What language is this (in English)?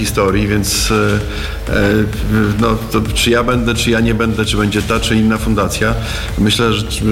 Polish